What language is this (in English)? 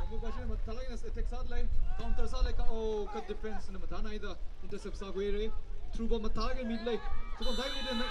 Tangkhul Naga (India)